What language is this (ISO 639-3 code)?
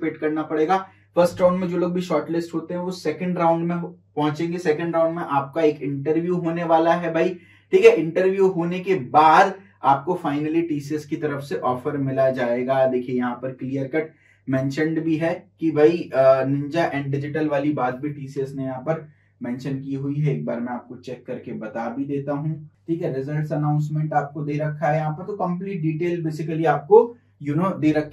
hin